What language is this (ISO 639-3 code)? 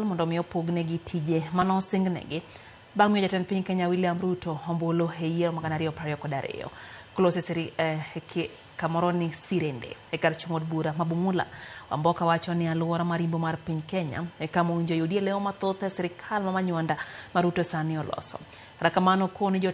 luo